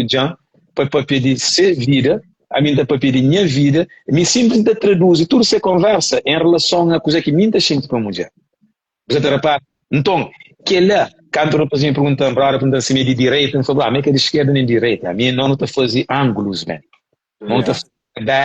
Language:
Kabuverdianu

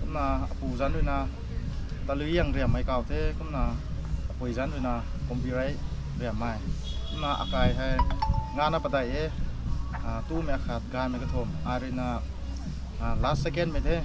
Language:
Rongmei Naga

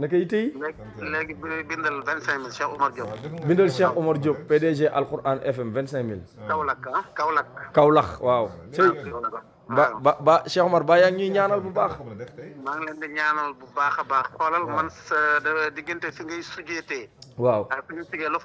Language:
Wolof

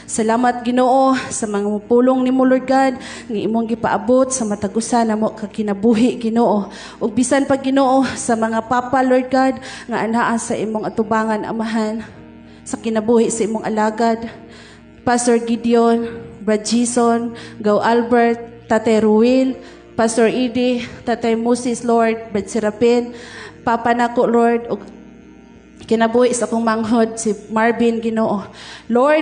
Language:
Cebuano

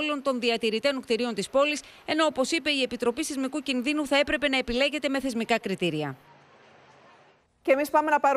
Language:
Greek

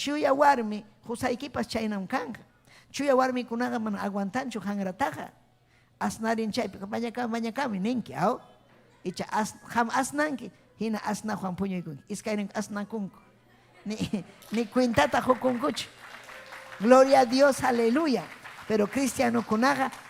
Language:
Ayacucho Quechua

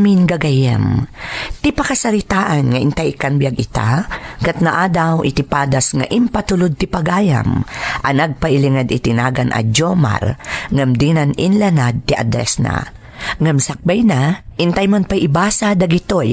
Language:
Iloko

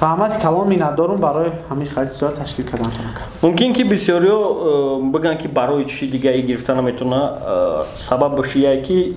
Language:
Tajik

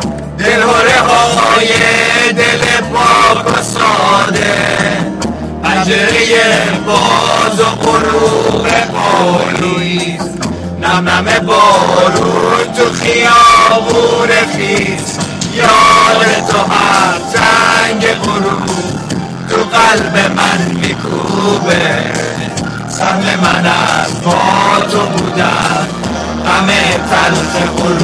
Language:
Persian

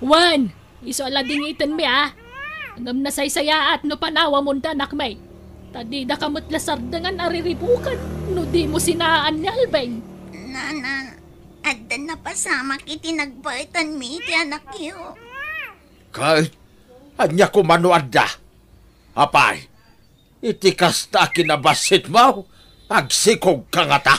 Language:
Iloko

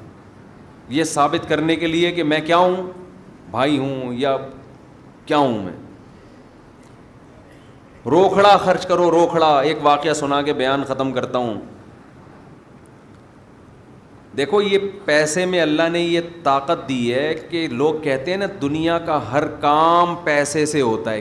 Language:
Urdu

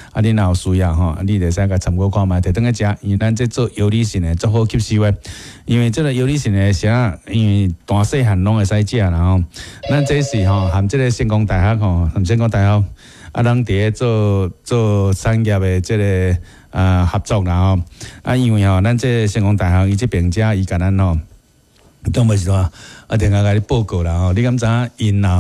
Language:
Min Nan Chinese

